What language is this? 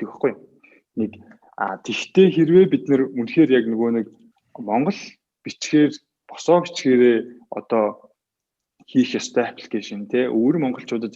Mongolian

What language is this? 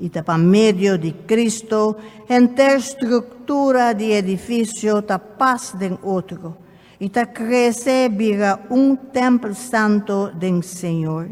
Papiamento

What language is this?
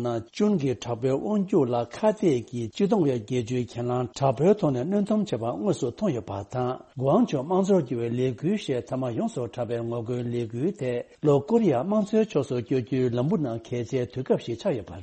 Tibetan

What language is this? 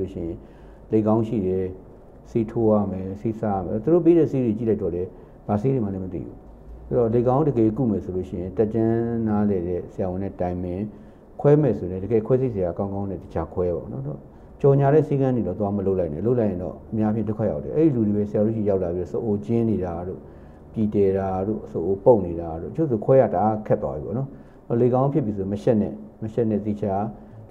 Burmese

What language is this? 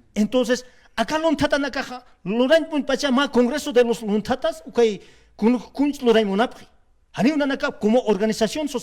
Aymara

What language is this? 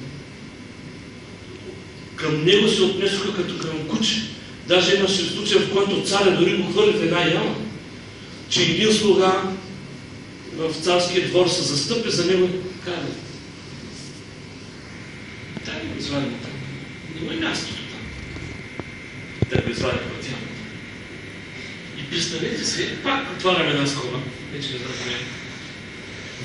Bulgarian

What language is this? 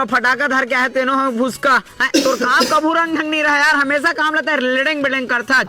Chhattisgarhi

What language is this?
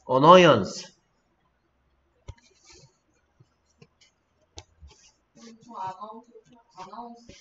Korean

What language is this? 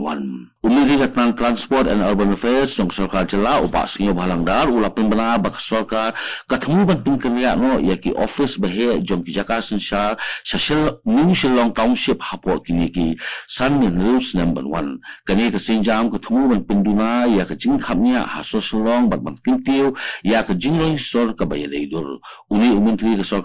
Khasi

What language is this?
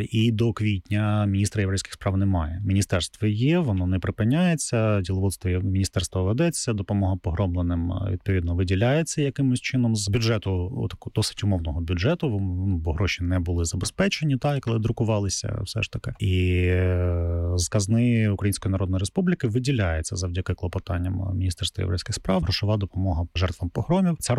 Ukrainian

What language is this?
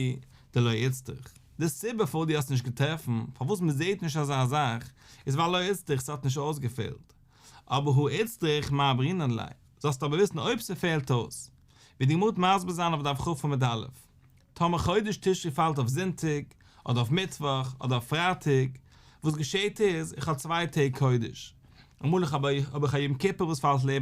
Yiddish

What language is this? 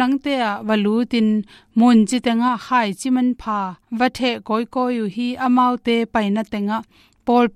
Tedim Chin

